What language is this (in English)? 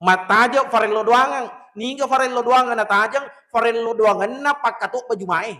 Buginese